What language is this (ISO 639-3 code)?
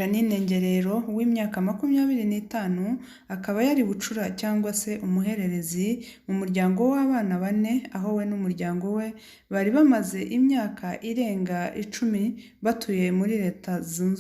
kin